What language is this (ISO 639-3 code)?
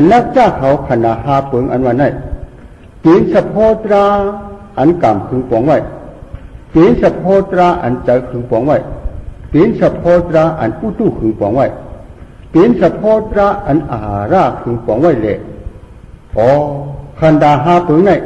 shn